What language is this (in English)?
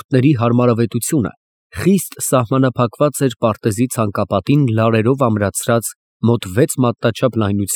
Armenian